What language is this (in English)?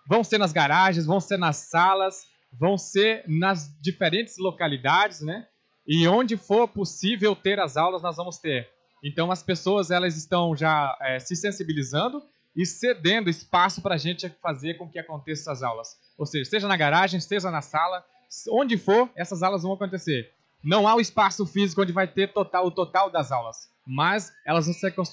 Portuguese